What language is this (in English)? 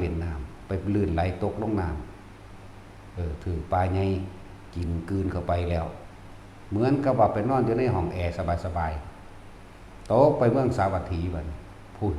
Northeastern Thai